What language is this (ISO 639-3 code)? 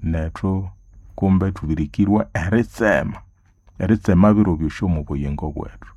nnb